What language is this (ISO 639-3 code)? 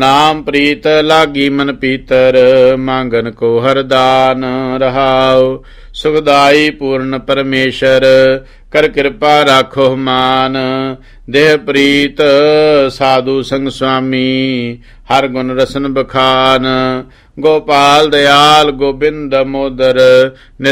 pan